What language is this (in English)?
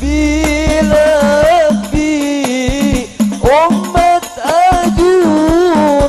Madurese